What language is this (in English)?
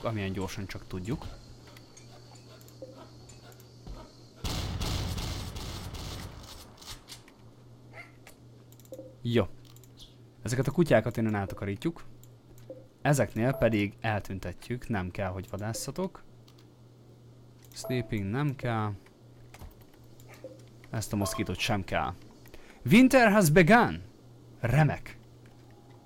Hungarian